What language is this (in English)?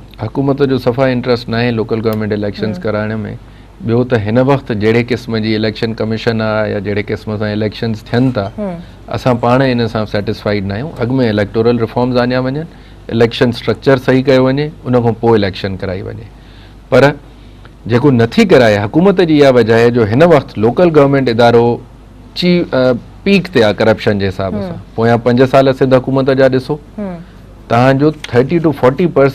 Sindhi